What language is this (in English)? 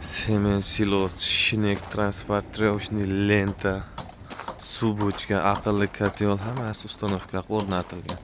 Uzbek